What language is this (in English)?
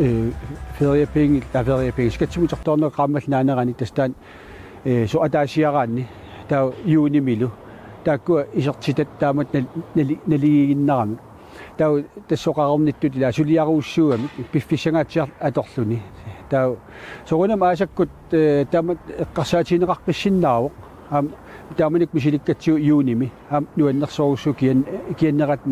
Kalaallisut